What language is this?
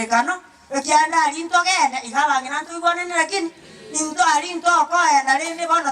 Gusii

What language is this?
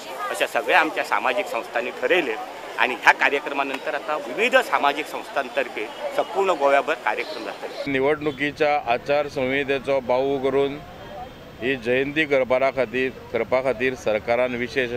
Konkani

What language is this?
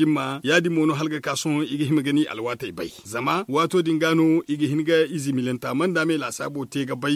Zarma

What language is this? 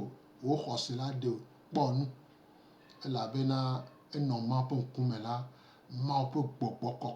Gen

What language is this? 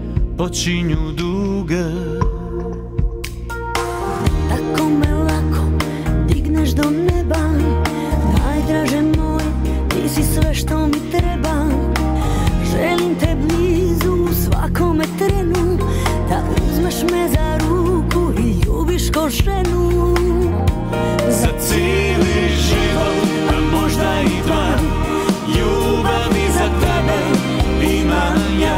Croatian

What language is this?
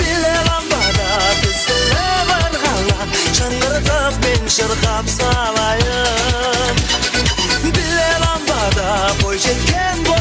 Kara-Kalpak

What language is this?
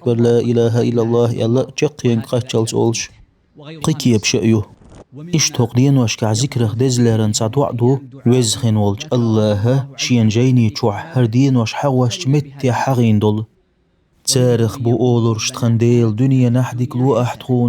Chechen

